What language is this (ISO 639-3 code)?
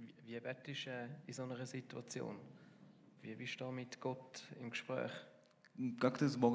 gsw